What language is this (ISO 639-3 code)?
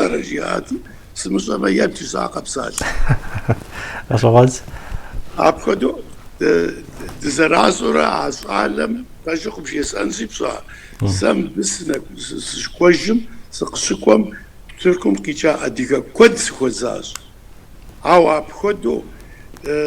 kbd